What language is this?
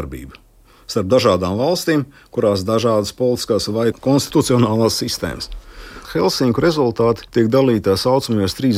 Latvian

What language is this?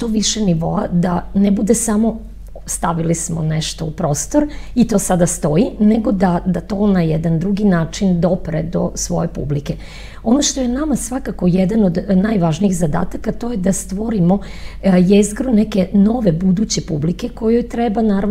Serbian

